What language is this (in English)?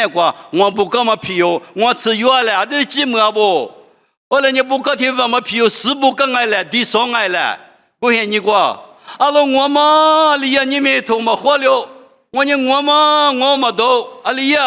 Lisu